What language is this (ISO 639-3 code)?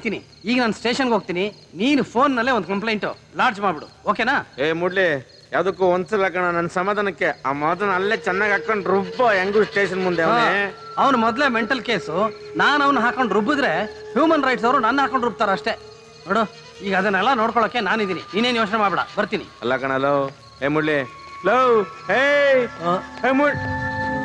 kan